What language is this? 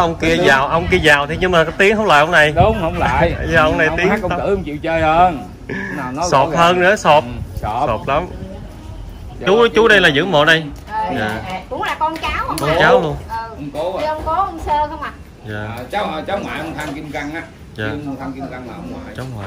Vietnamese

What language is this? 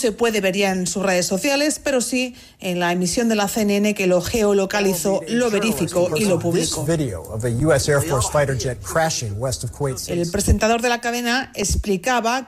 Spanish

